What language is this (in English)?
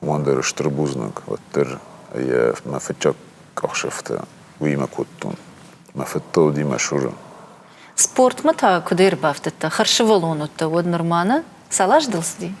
Ossetic